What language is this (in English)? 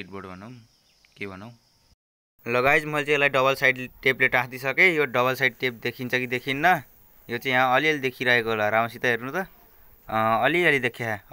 Nepali